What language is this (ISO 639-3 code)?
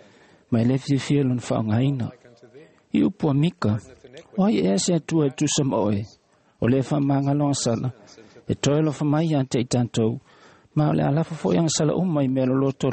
smo